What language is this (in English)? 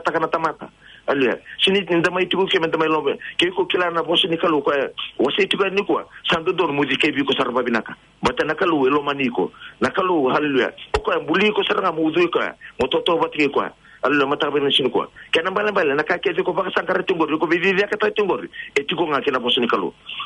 Fijian